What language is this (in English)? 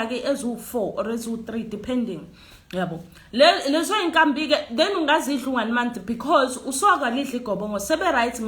Zulu